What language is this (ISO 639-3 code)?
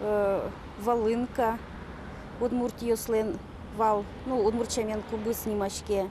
udm